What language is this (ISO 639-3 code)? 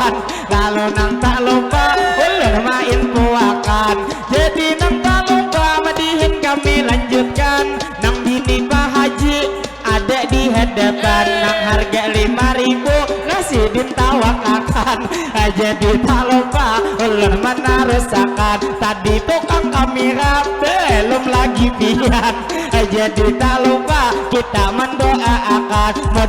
bjn